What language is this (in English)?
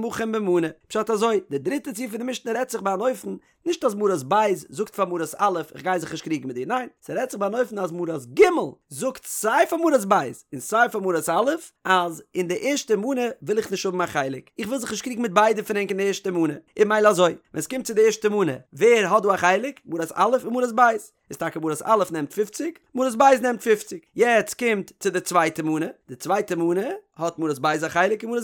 Yiddish